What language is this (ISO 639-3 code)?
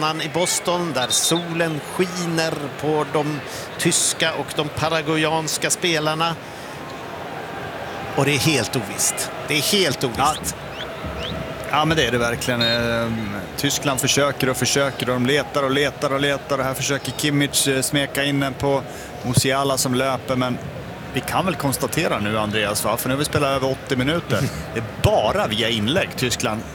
swe